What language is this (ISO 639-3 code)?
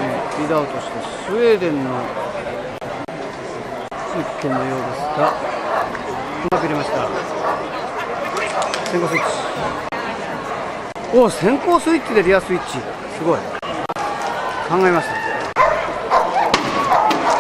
jpn